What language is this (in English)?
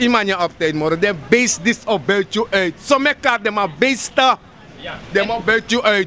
Sranan Tongo